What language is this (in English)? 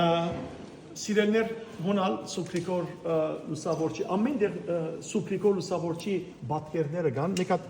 Western Armenian